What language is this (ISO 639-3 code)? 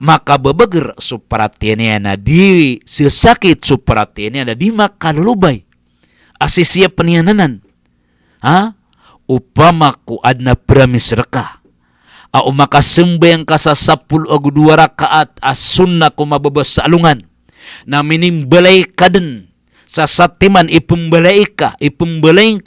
mrw